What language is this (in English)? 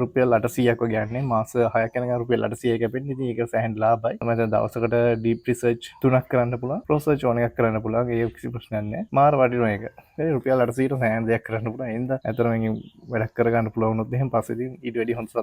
Sinhala